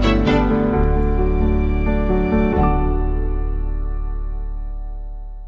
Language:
Hungarian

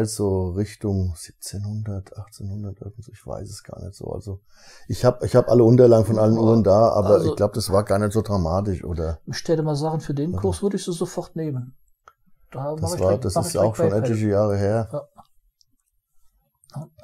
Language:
German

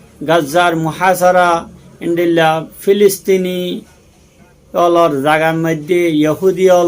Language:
Rohingya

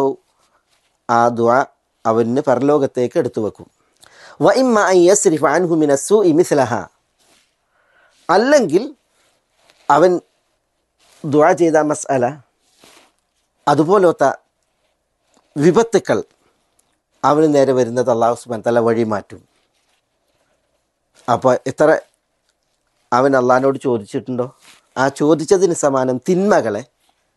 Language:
Malayalam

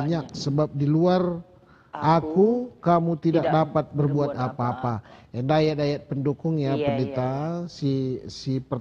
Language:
Batak Karo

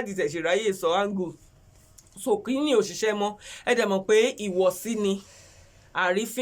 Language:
Yoruba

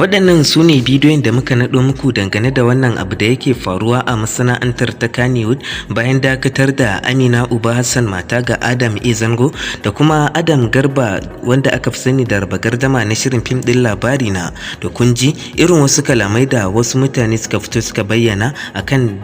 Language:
Hausa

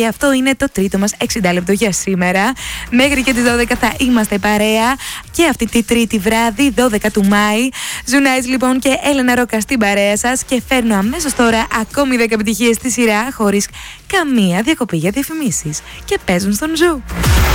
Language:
Greek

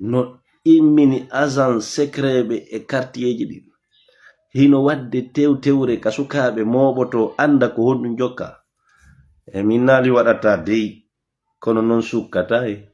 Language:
Fula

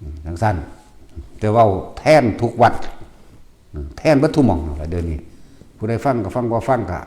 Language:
Northeastern Thai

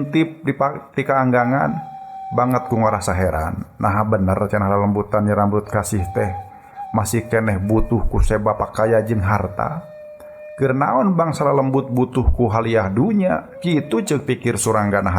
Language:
Sundanese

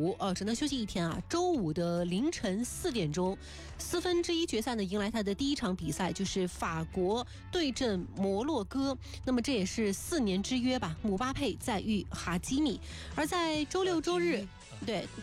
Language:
Chinese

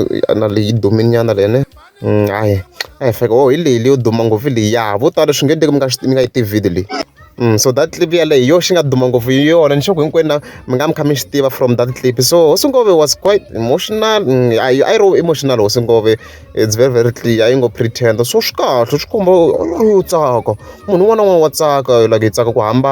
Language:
Tsonga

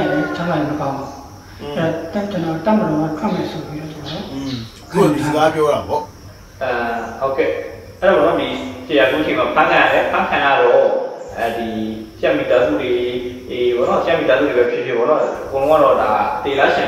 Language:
Burmese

